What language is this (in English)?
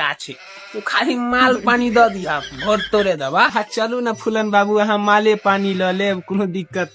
Maithili